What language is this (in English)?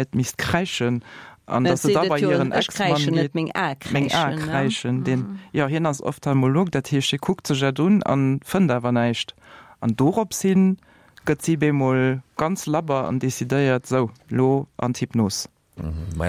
Luxembourgish